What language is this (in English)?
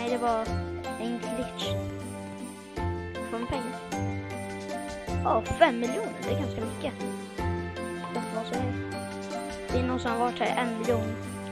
Swedish